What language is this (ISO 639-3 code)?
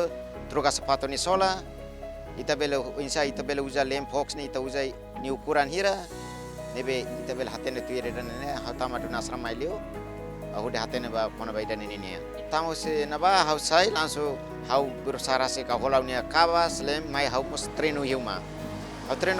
tet